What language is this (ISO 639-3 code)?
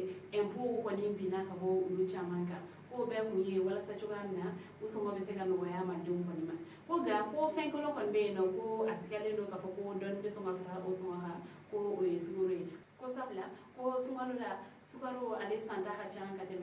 bam